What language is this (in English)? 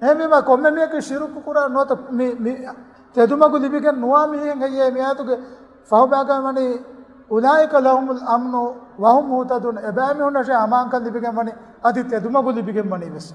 Divehi